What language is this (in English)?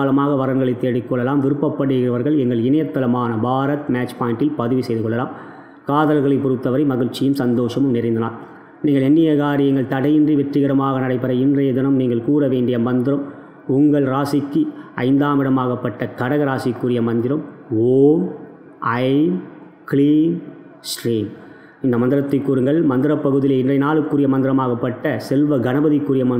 Tamil